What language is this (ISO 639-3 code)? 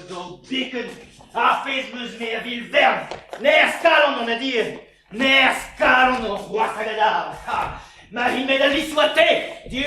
bre